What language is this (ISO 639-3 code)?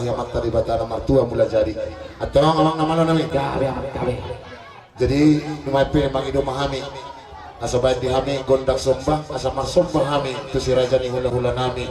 bbc